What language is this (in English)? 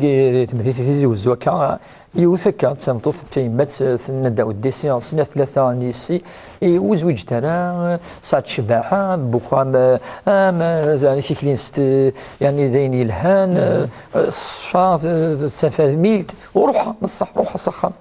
Kabyle